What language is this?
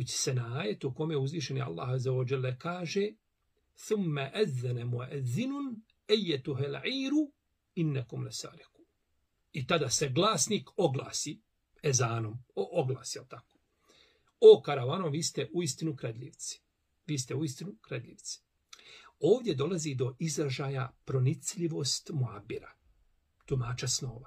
Bosnian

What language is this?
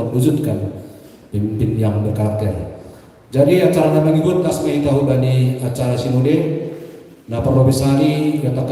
Batak Simalungun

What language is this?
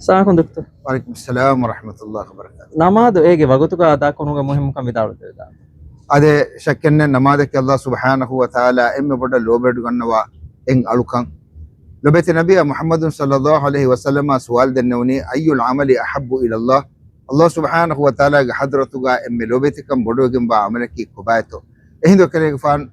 Divehi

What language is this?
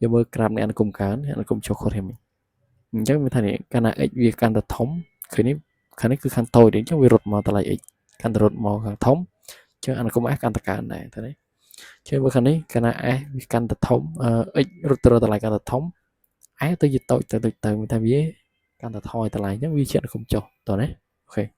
Khmer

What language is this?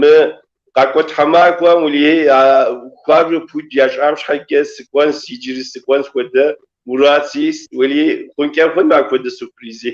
Kabardian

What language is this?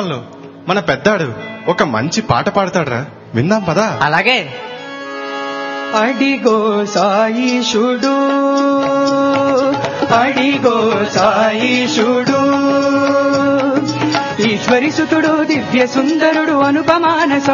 Telugu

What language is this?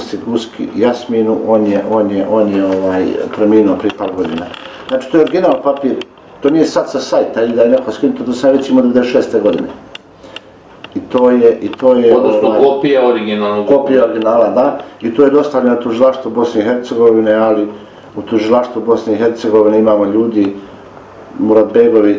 Bosnian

